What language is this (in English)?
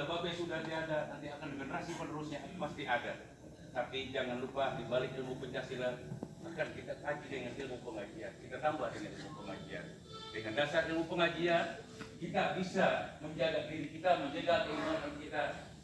Betawi